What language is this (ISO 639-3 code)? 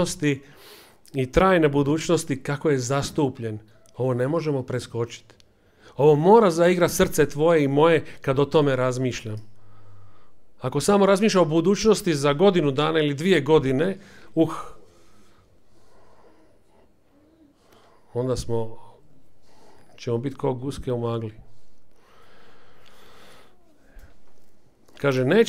hrv